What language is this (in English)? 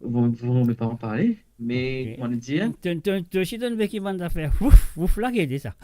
Morisyen